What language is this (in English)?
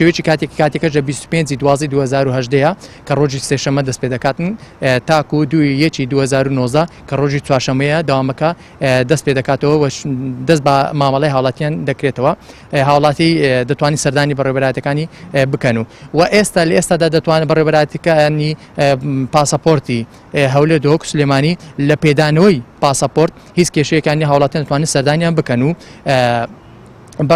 Central Kurdish